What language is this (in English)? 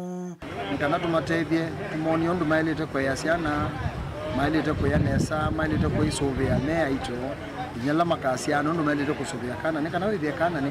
Kamba